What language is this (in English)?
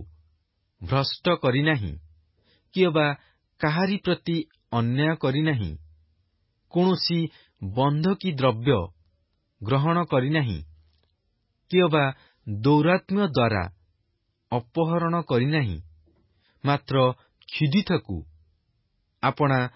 Odia